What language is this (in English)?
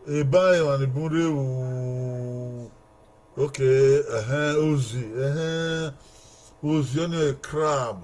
Bini